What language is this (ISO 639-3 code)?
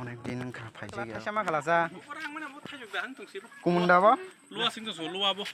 trp